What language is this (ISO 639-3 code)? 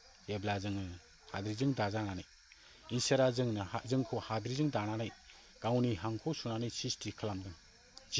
brx